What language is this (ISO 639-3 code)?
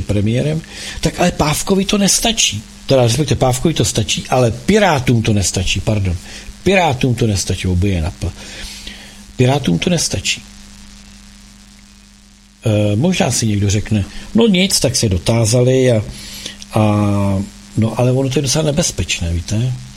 ces